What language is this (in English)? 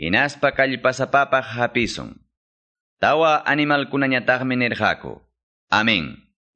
Quechua